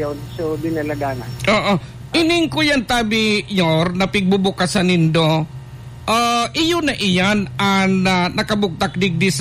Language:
Bikol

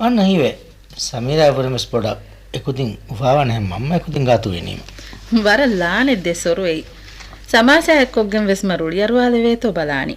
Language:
Divehi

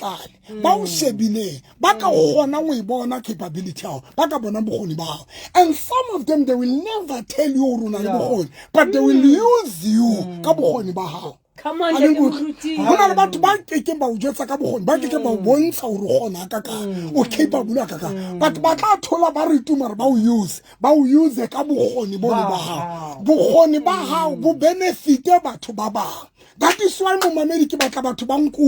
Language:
Southern Sotho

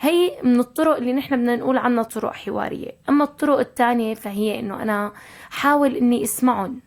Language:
North Levantine Arabic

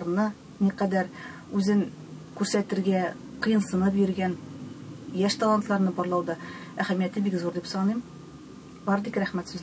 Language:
Tatar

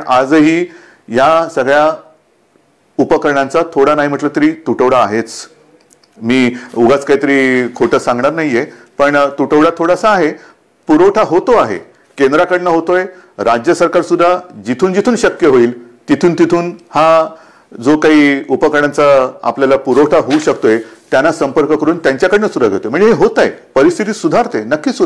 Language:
Marathi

